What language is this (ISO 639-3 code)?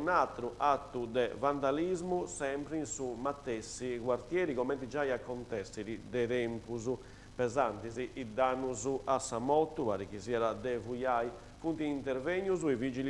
srd